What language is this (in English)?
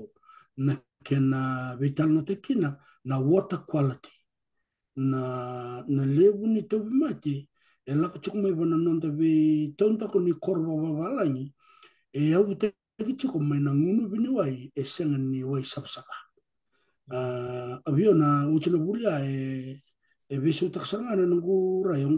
Fijian